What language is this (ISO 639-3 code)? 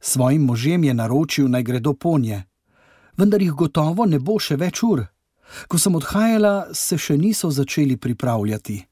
slv